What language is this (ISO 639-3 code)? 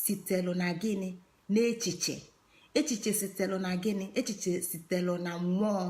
ibo